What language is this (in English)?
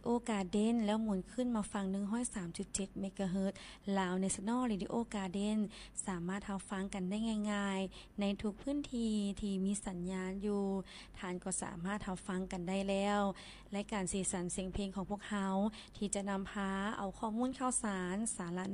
Lao